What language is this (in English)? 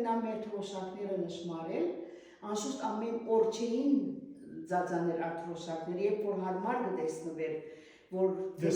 Western Armenian